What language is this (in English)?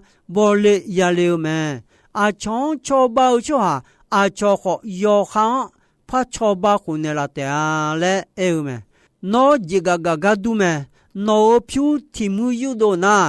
Akha